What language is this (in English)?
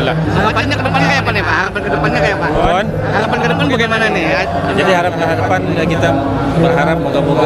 Banjar